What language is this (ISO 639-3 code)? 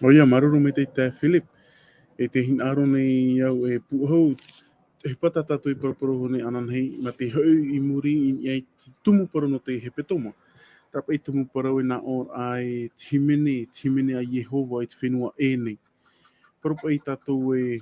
tah